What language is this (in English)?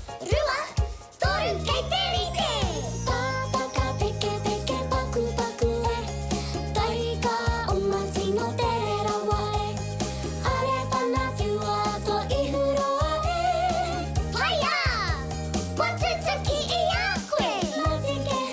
Māori